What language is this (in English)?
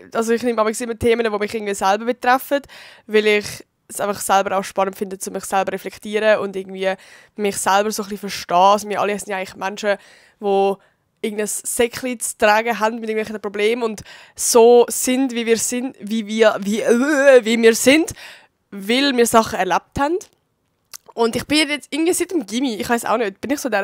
Swiss German